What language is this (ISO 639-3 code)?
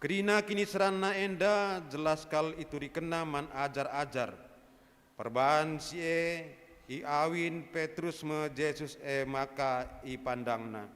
btx